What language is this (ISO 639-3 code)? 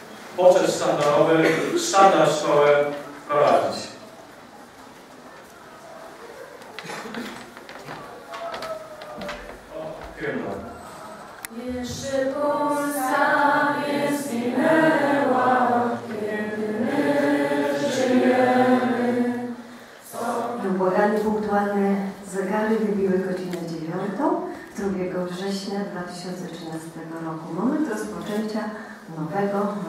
pol